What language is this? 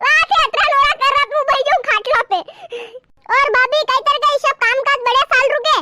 Rajasthani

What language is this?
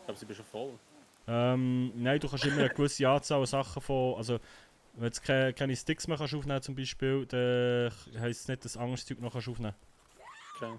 Swiss German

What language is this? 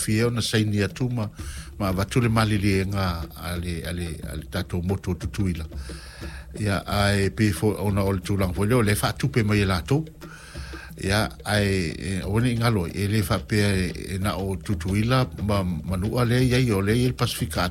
Samoan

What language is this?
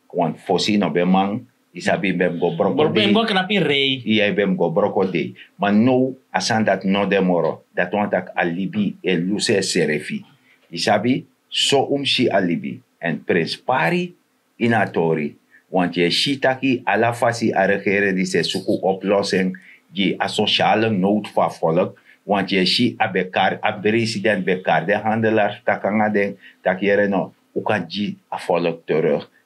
Sranan Tongo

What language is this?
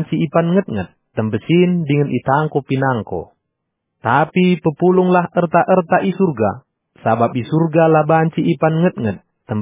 Batak Karo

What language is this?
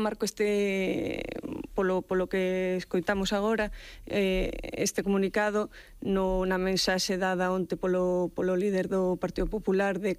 Galician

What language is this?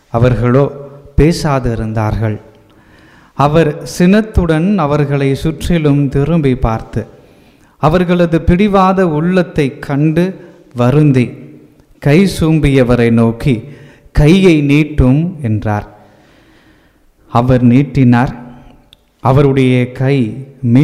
Tamil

